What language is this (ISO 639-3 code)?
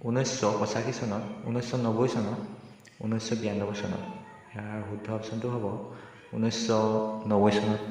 asm